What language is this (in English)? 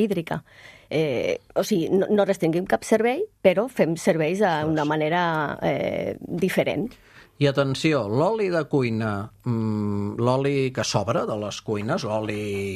Catalan